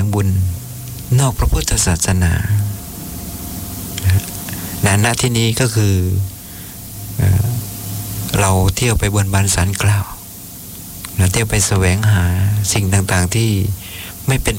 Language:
Thai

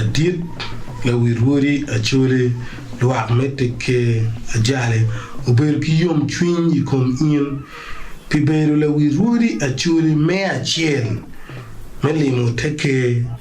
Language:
Acoli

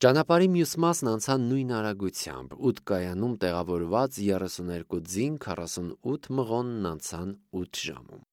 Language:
Armenian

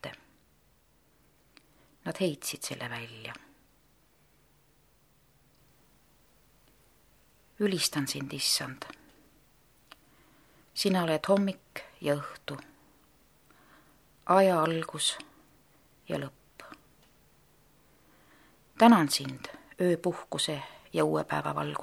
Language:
Estonian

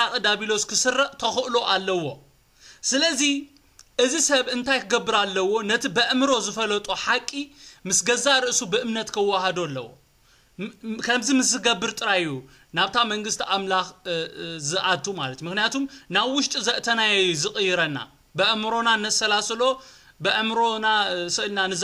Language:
Tigrinya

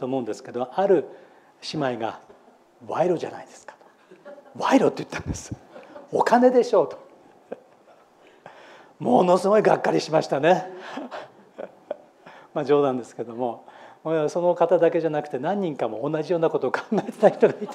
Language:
Japanese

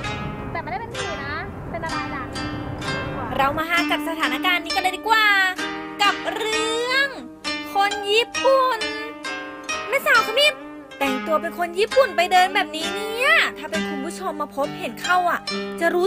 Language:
Thai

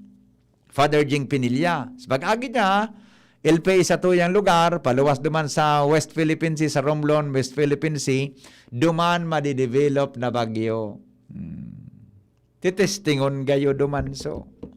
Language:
Bikol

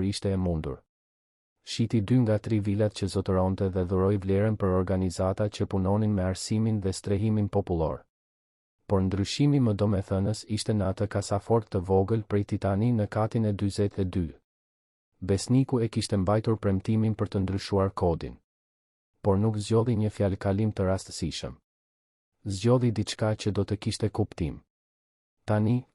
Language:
Albanian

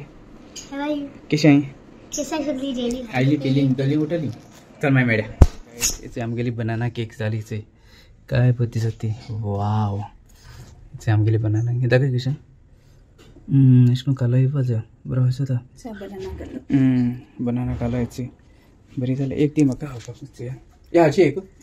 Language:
Konkani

